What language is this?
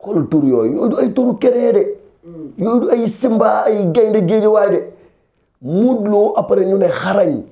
Wolof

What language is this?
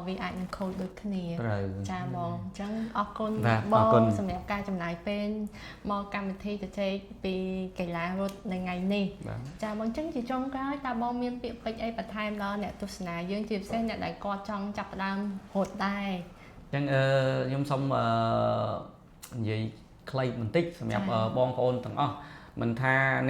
Khmer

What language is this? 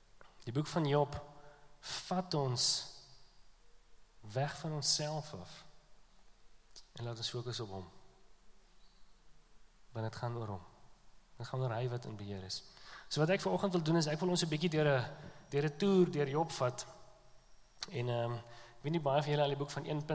Afrikaans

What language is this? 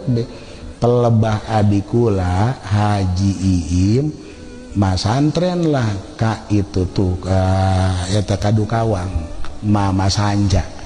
Sundanese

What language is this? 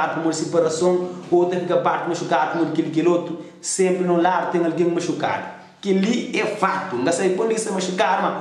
Kabuverdianu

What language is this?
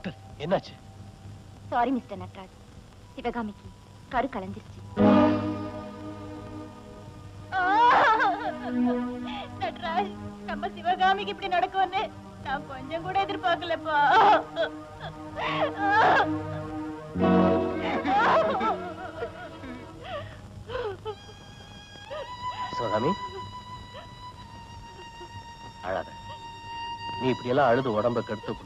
Tamil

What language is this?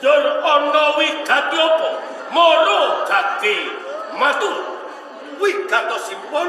Javanese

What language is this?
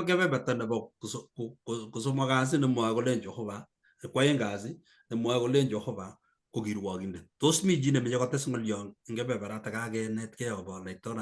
Kalenjin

